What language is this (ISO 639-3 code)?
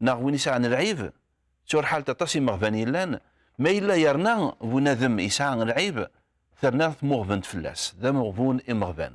kab